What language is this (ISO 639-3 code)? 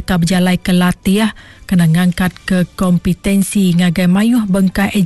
iba